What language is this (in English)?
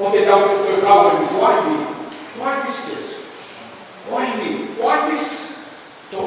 Tongan